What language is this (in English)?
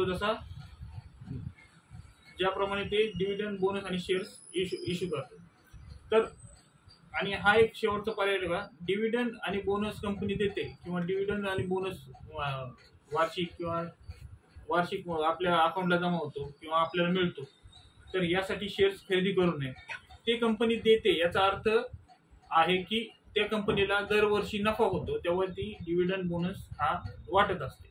Marathi